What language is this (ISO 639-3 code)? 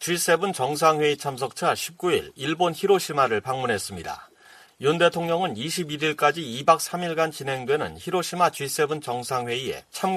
kor